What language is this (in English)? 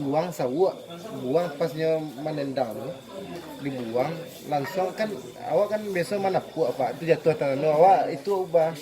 Minangkabau